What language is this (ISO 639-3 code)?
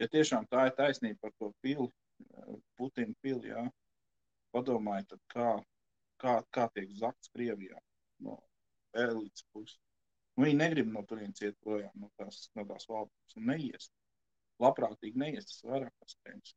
lav